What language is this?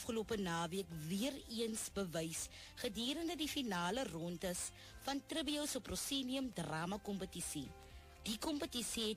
Afrikaans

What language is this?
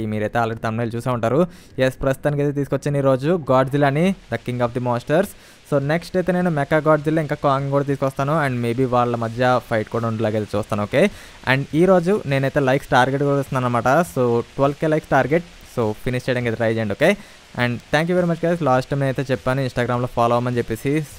Telugu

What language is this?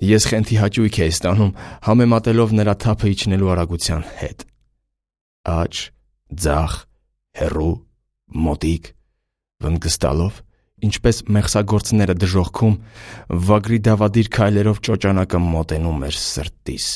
Armenian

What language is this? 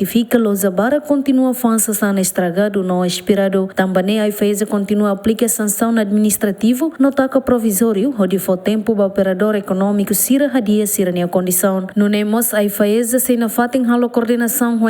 Tetum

